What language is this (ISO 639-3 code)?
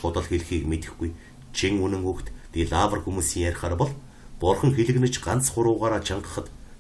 mon